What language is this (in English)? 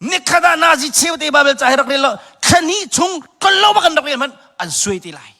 Hakha Chin